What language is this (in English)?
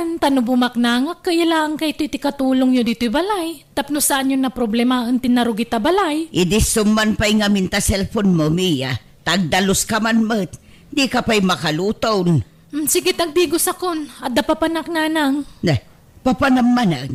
Iloko